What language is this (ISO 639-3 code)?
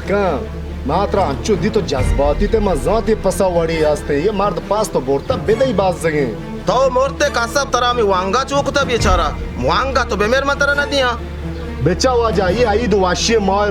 bal